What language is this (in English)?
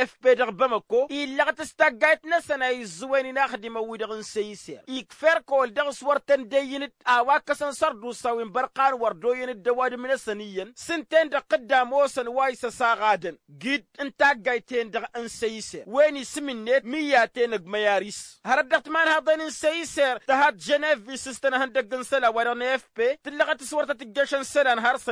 Tamasheq